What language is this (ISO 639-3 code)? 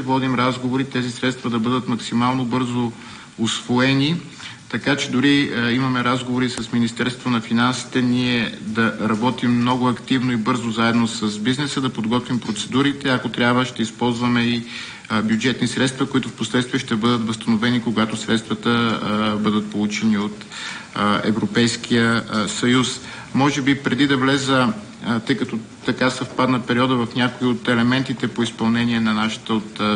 bul